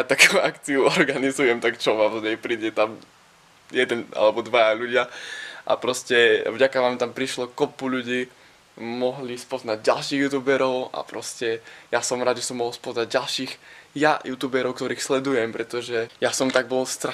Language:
Slovak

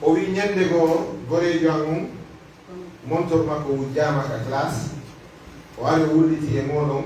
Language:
Pular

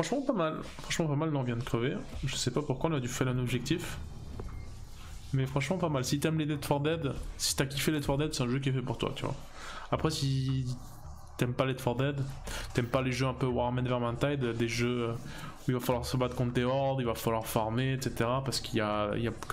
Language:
French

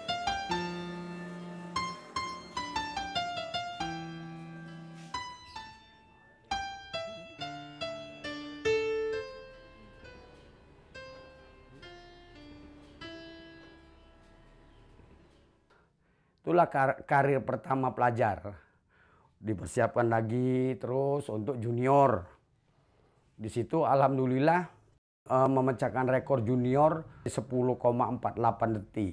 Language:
Indonesian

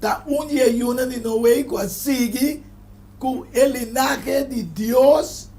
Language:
Papiamento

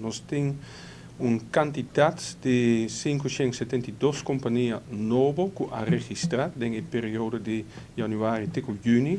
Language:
Papiamento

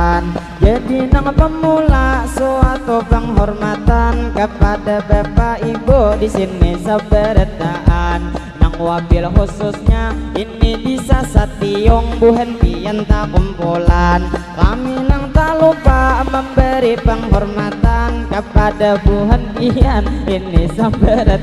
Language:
Banjar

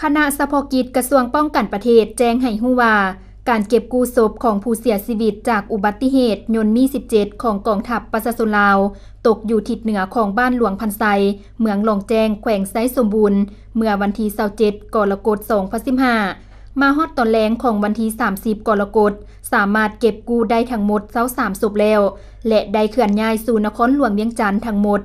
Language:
Lao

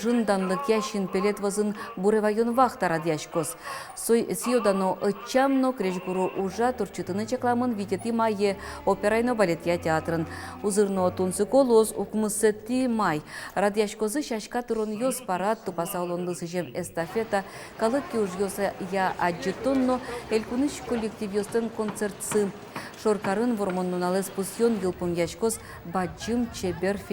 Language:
Udmurt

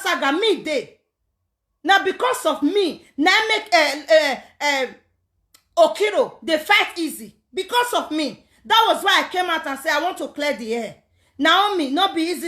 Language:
Nigerian Pidgin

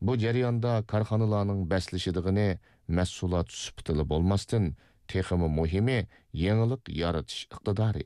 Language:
Uyghur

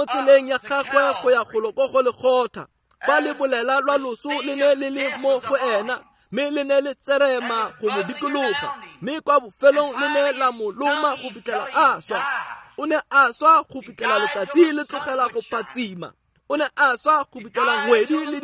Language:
Tswana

